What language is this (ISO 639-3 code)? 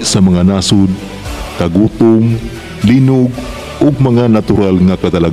ceb